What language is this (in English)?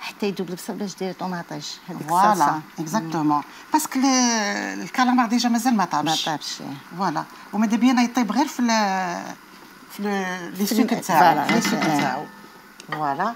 Algerian Arabic